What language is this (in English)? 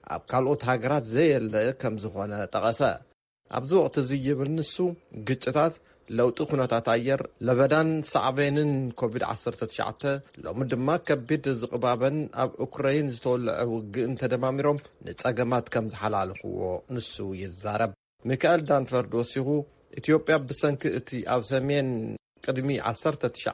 Tigrinya